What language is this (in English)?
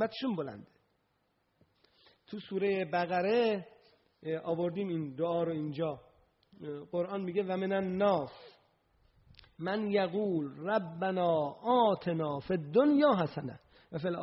Persian